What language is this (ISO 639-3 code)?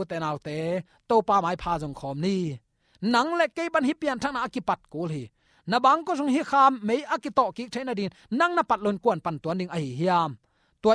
ctd